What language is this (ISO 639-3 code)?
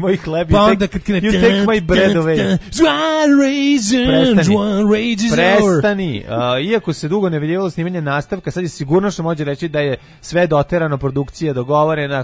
srp